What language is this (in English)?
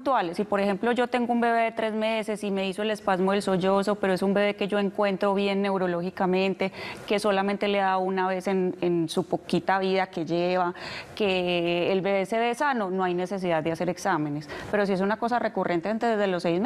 Spanish